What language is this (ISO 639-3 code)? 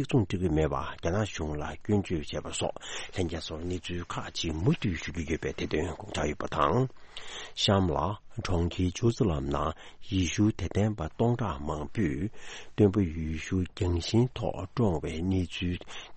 bod